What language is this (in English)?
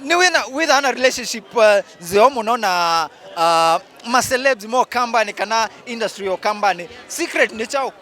Kamba